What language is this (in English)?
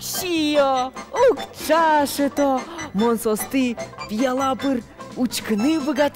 Udmurt